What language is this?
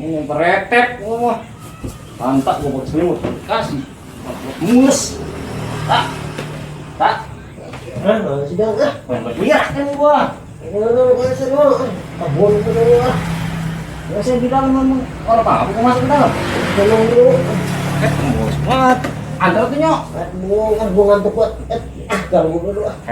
Betawi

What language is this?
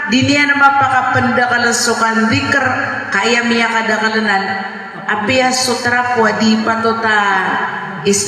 Maranao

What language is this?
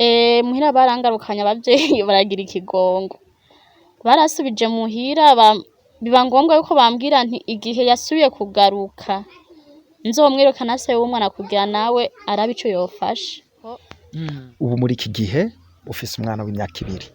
Rundi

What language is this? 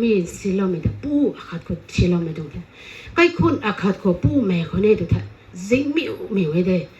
Rongmei Naga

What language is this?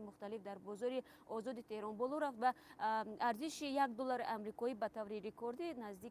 Tajik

